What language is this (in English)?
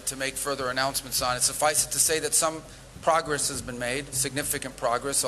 Afrikaans